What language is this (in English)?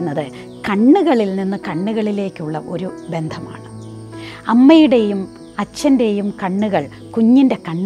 Malayalam